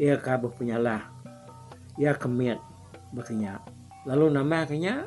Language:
Iban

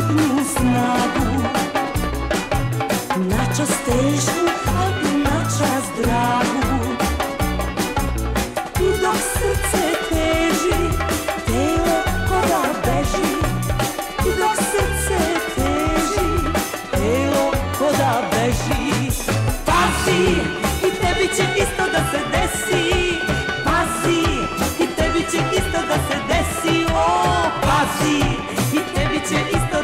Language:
Serbian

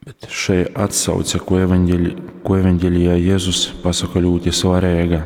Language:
Latgalian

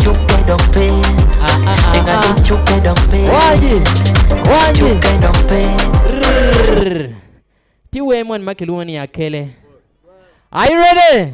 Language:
Acoli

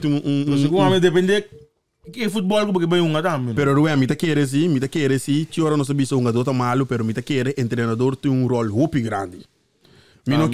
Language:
Papiamento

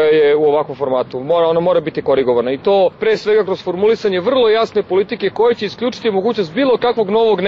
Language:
Serbian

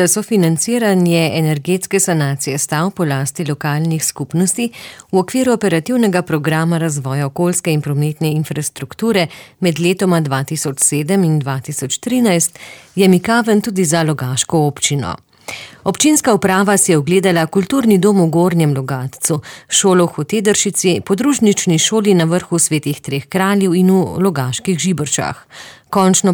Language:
Slovenian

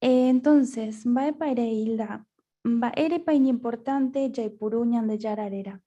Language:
Guarani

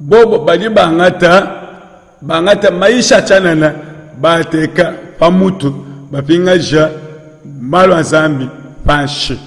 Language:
Luba-Lulua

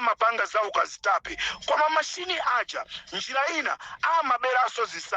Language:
Nyanja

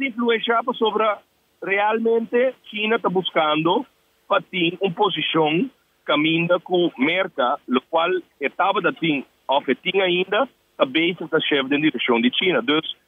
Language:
Papiamento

